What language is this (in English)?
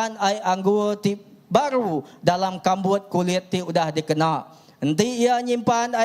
Iban